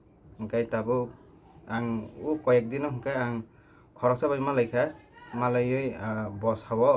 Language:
Kok Borok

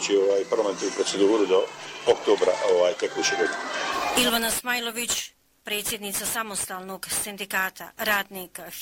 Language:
Bosnian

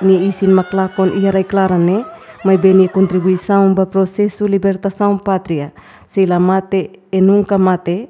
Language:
Tetum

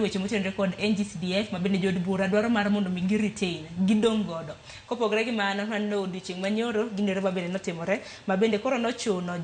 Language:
Luo (Kenya and Tanzania)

